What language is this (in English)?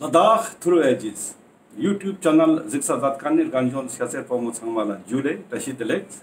Ladakhi